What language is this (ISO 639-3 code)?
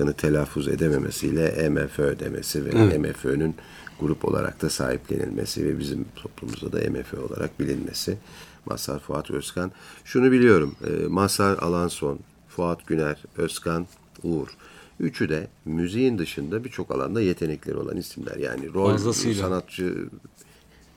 tur